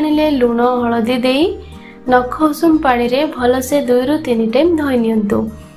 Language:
Odia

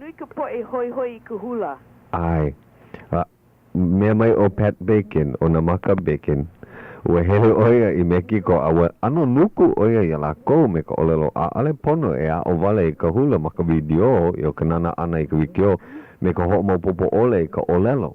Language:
Hawaiian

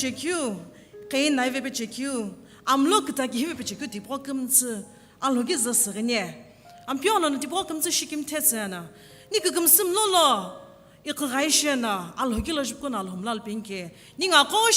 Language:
Sumi Naga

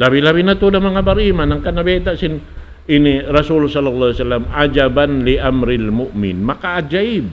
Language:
Tausug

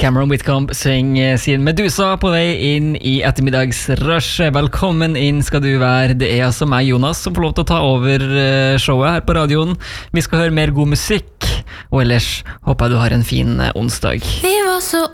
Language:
Norwegian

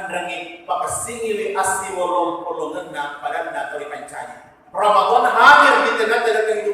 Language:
Buginese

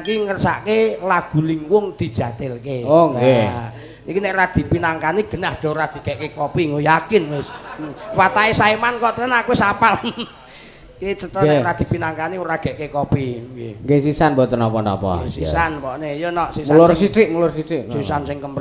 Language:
Javanese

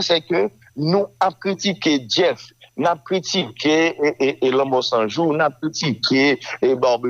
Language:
Haitian Creole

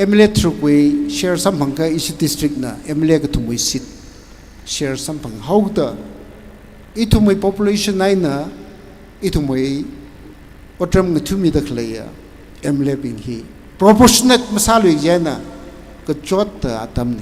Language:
Tangkhul Naga (India)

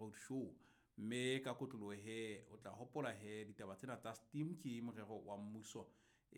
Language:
Southern Sotho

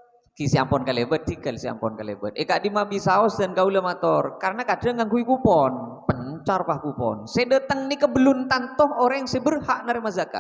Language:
Madurese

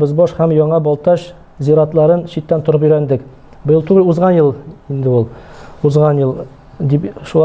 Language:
Tatar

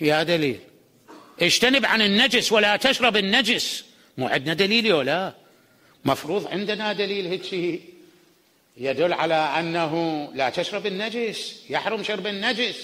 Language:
Mesopotamian Arabic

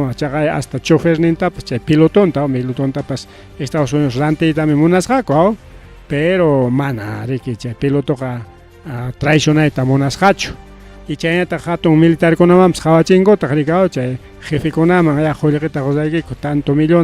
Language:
Ayacucho Quechua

